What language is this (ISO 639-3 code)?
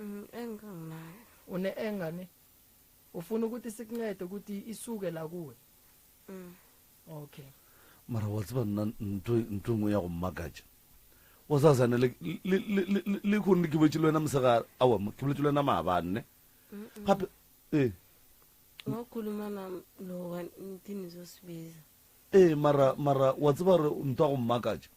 nso